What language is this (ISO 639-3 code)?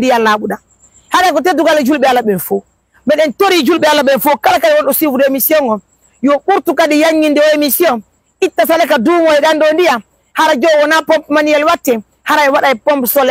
fuf